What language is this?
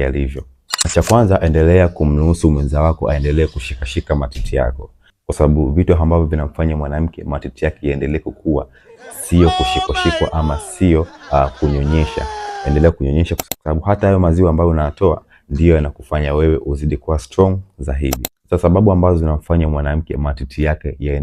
Swahili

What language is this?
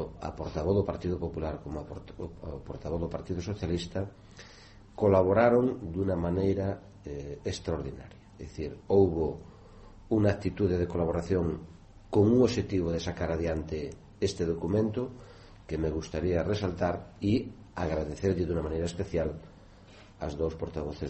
Galician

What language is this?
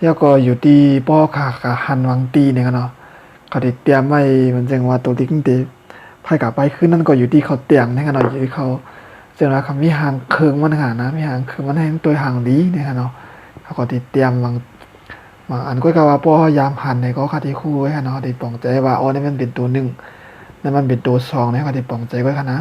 Shan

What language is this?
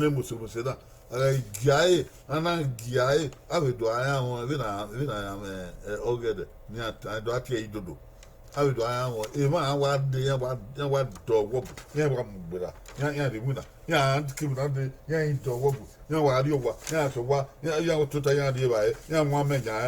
Bini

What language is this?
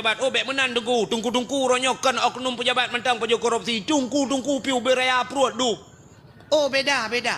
Achinese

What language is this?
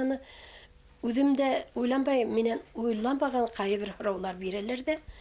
Bashkir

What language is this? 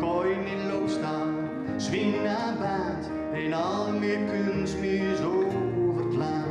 Gronings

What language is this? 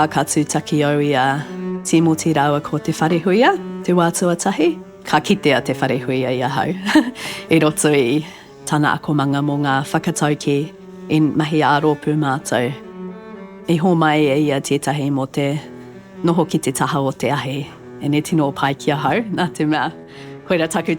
Māori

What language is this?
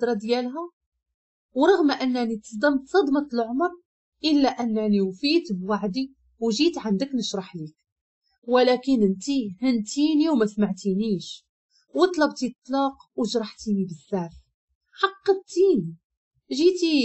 Moroccan Arabic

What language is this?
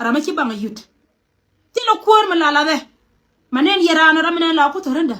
Nuer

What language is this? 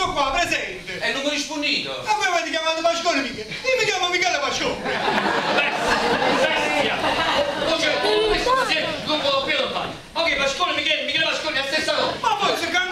Neapolitan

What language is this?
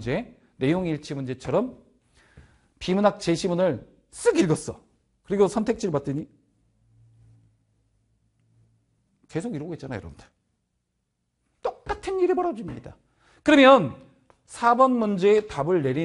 Korean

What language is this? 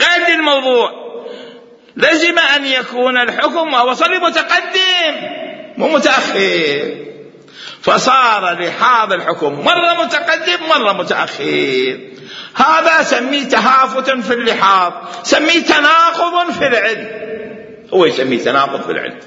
Mesopotamian Arabic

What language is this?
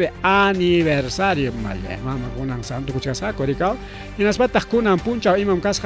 Ayacucho Quechua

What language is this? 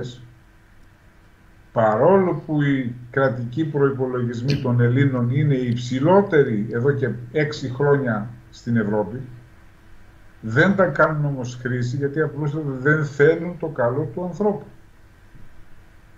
Greek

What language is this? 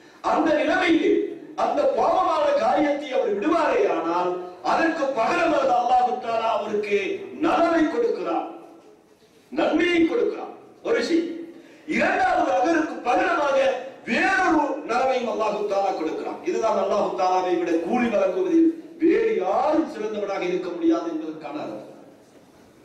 Tamil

